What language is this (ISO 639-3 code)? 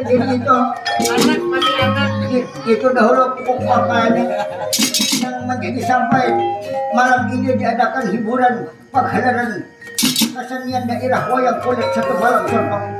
bjn